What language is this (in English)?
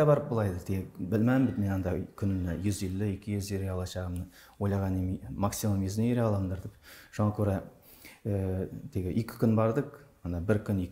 Tatar